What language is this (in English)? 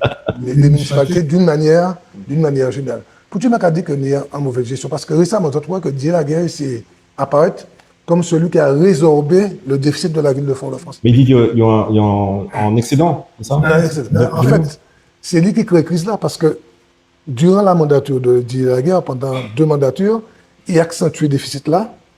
Guadeloupean Creole French